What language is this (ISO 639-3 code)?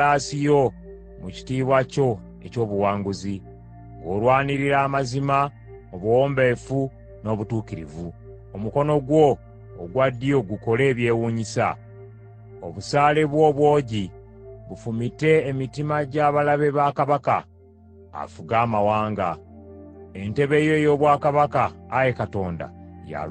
lug